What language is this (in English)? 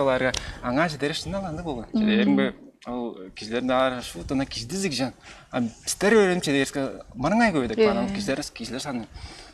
Tuvinian